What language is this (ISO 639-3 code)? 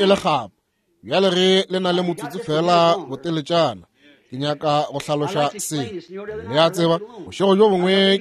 nso